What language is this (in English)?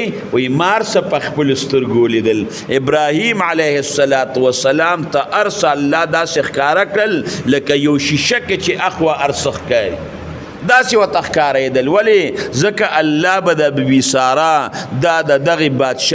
Pashto